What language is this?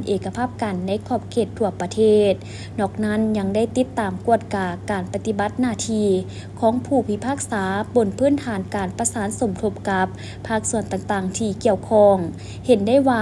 Lao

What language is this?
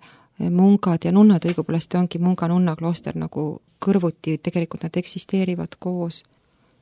Estonian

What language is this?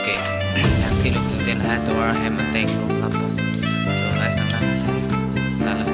Karbi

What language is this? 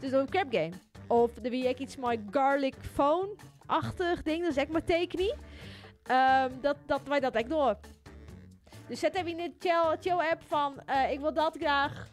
Western Frisian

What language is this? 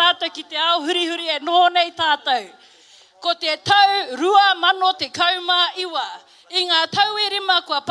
Māori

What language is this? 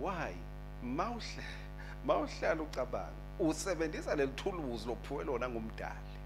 Swati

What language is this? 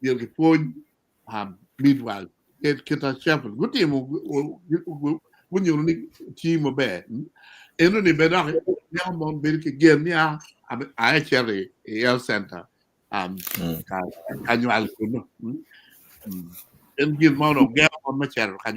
Acoli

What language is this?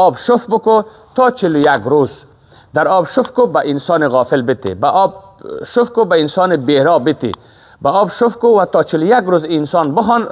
Persian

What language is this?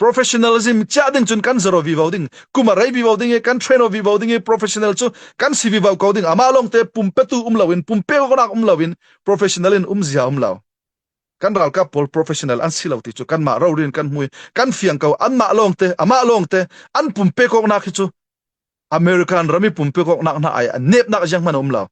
Falam Chin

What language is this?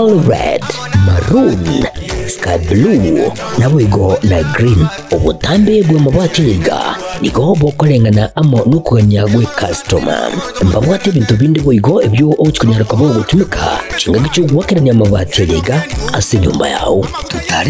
Gusii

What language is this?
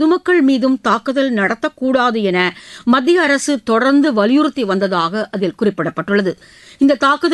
Tamil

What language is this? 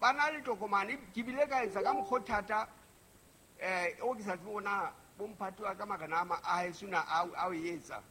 Southern Sotho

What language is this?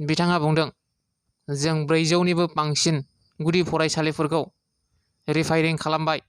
Bodo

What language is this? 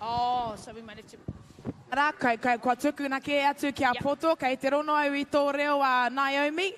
Māori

